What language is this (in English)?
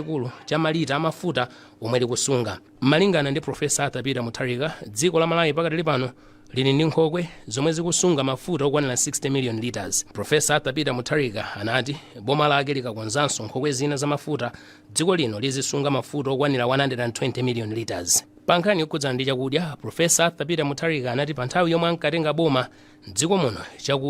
Nyanja